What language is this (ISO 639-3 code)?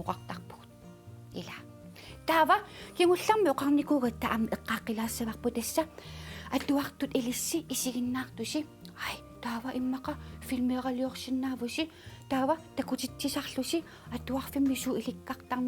kal